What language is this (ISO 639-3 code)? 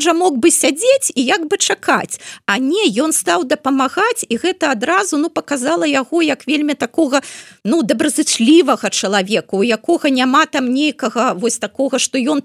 bel